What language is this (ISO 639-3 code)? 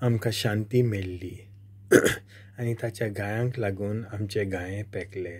kok